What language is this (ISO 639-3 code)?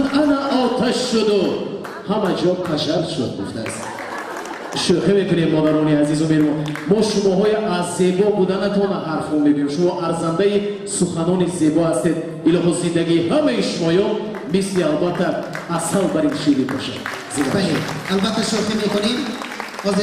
tgk